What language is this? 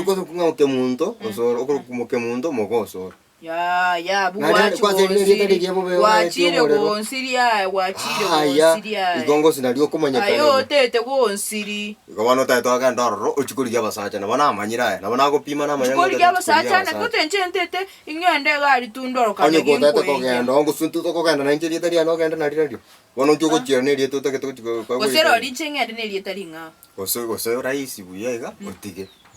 Gusii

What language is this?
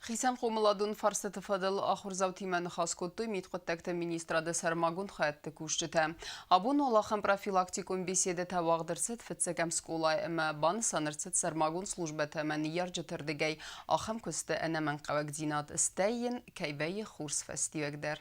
Ossetic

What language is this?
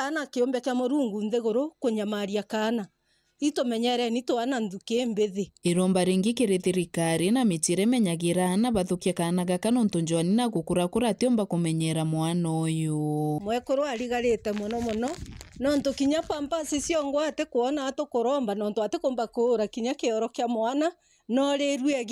Meru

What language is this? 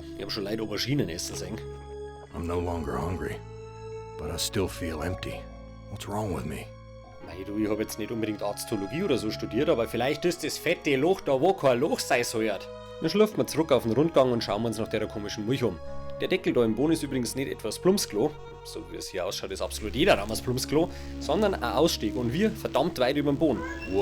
Bavarian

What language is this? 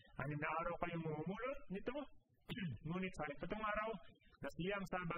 Filipino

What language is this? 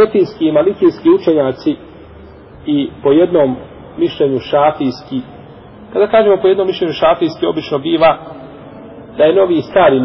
Bosnian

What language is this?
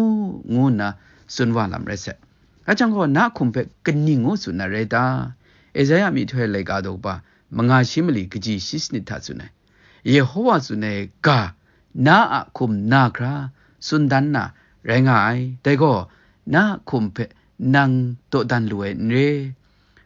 Kachin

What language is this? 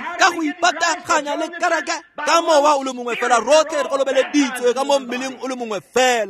Tswana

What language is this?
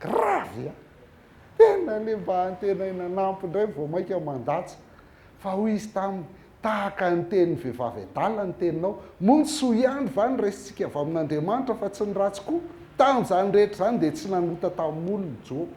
Malagasy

